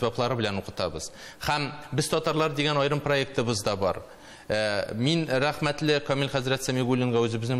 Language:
Tatar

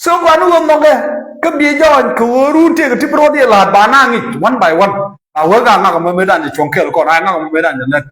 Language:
Nuer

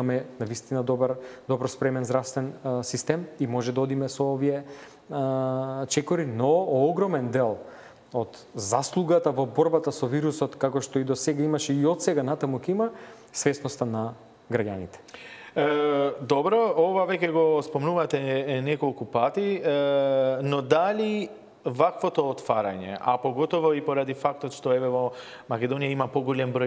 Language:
Macedonian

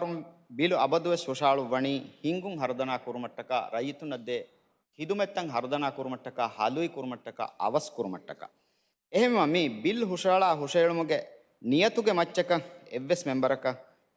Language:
Divehi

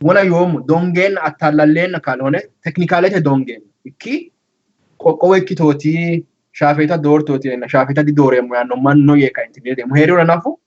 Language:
Sidamo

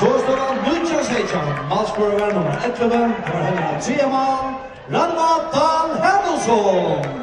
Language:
Faroese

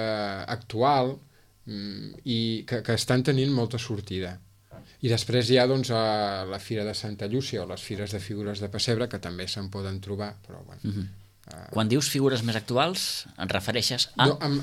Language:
Catalan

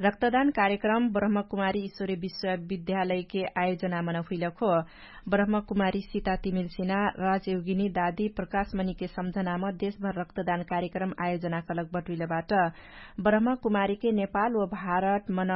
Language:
Dangaura Tharu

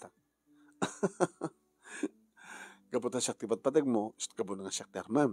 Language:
Iloko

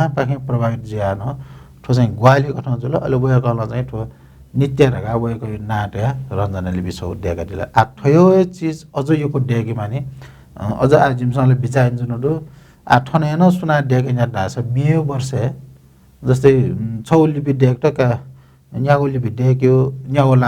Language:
Newari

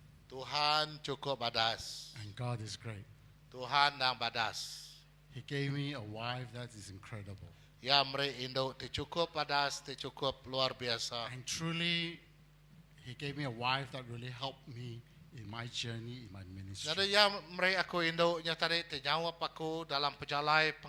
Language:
Iban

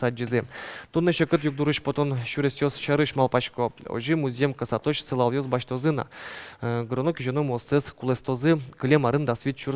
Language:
Udmurt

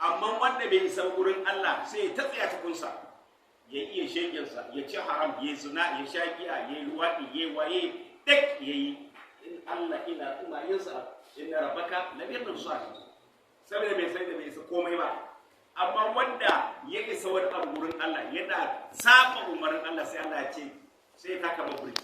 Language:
Hausa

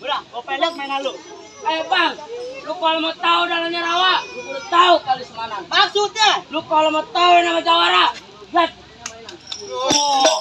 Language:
Betawi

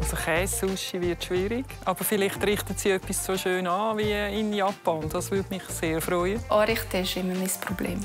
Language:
Swiss German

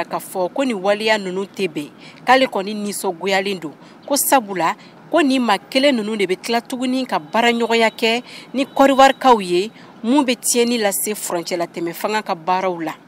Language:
Bambara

